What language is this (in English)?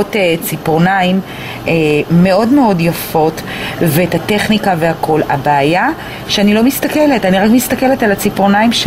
Hebrew